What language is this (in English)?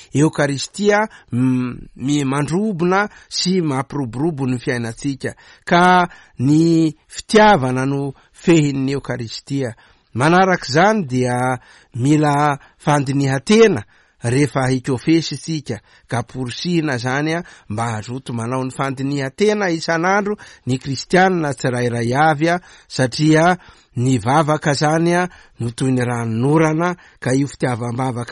Malagasy